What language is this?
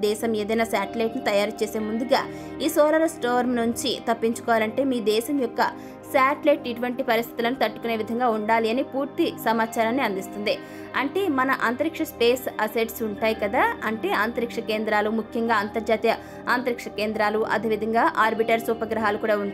Telugu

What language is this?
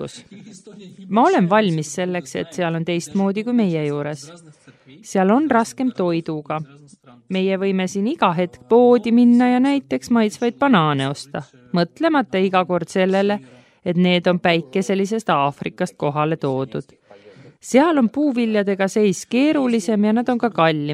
Estonian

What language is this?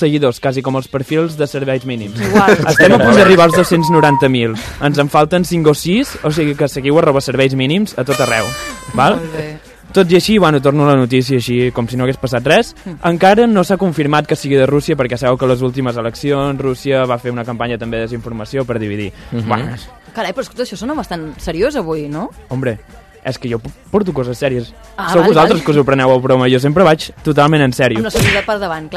Catalan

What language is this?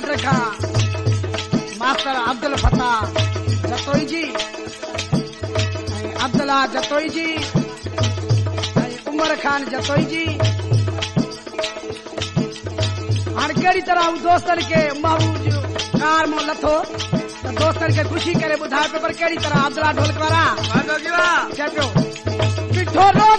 Sindhi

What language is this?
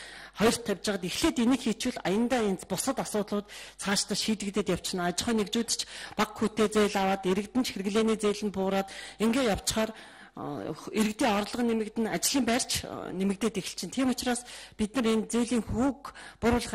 Mongolian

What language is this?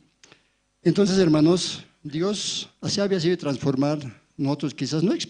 Aymara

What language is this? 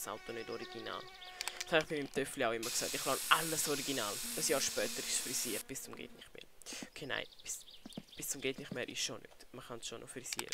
Swiss German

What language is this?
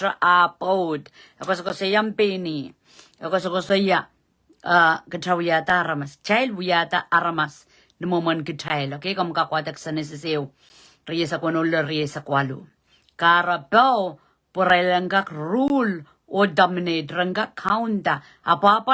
Pohnpeian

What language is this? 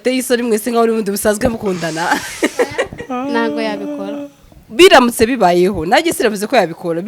Kinyarwanda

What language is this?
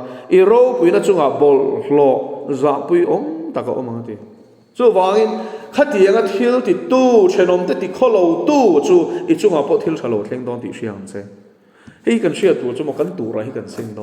Mizo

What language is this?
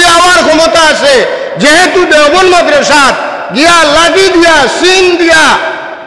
Sylheti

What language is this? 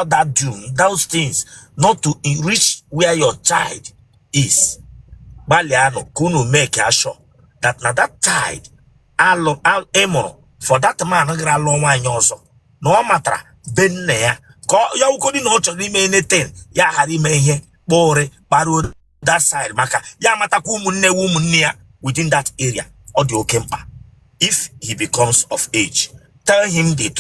Igbo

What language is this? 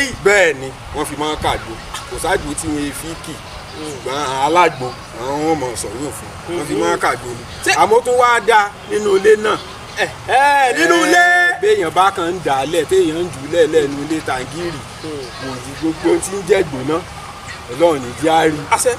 Yoruba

